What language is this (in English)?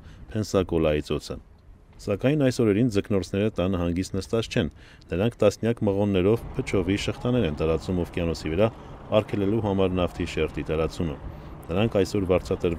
Armenian